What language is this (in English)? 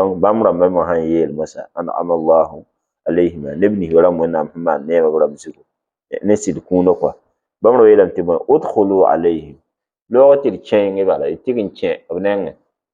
Mossi